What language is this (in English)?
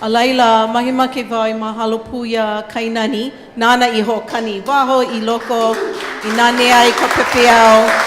Hawaiian